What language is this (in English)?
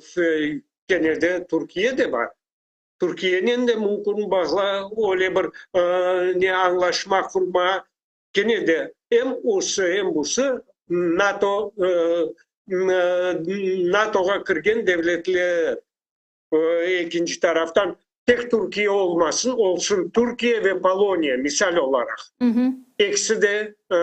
Crimean Tatar